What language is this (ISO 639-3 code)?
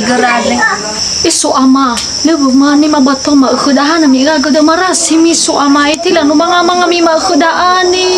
nia